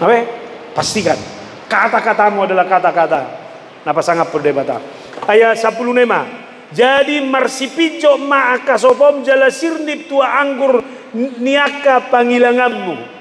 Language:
Batak Toba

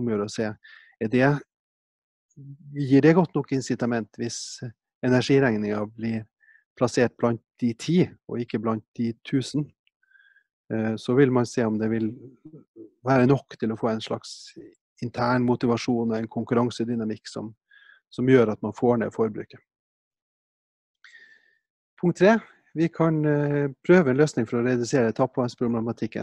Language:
Norwegian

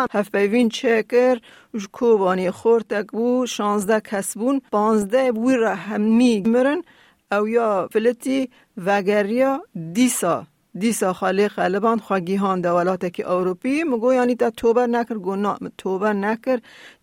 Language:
Kurdish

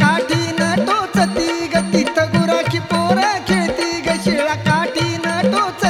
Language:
Marathi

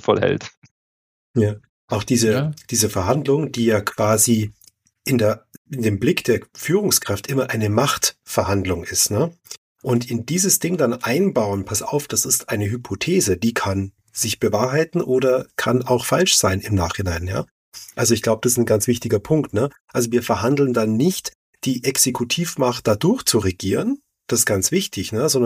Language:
German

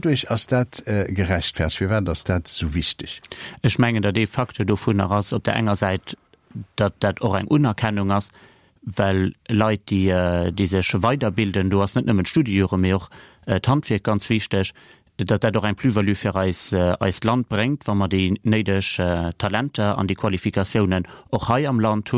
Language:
Luxembourgish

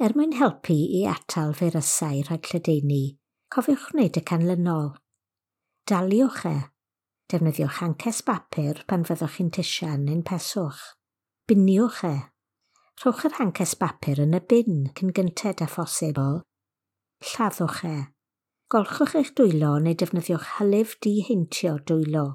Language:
Welsh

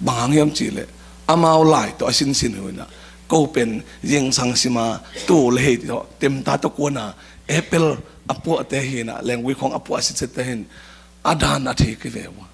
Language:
Tedim Chin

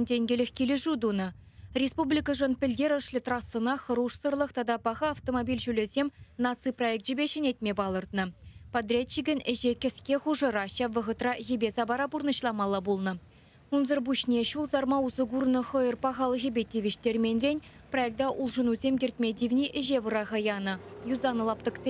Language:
Chuvash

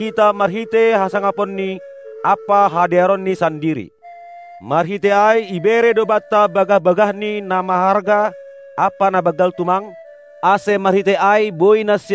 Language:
Batak Simalungun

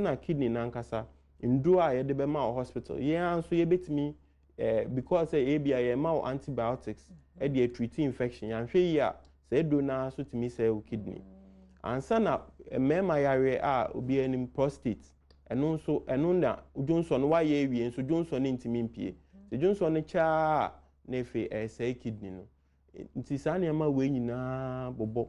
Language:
Akan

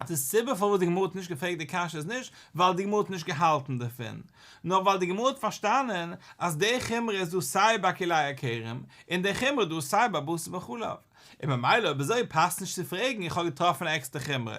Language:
Yiddish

